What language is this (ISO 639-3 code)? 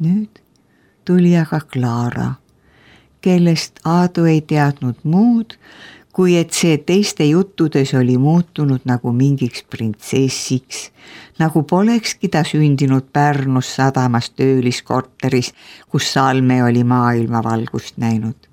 est